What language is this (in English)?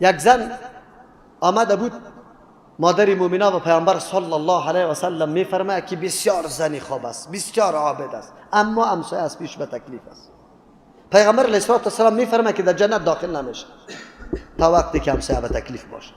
Persian